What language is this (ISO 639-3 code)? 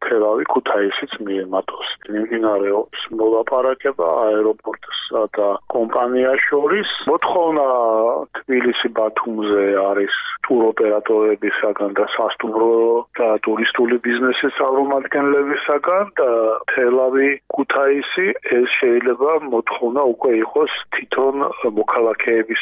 kat